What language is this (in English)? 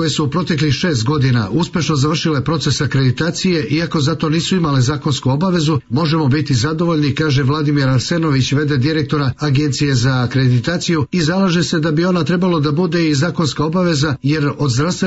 Serbian